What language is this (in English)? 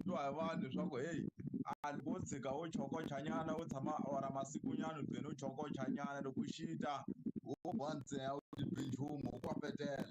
Tsonga